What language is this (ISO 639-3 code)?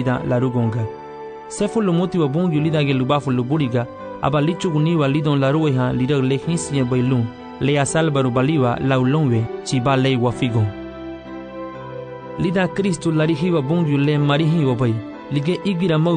cab